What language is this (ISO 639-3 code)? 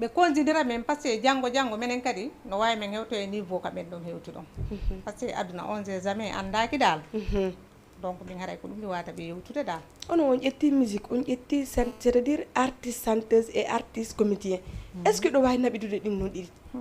ful